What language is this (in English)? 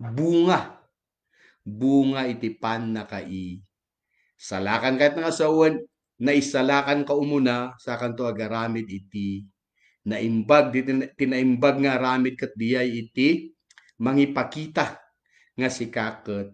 Iloko